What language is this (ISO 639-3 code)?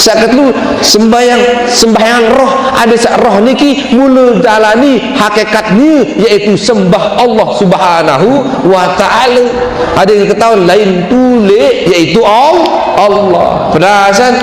sas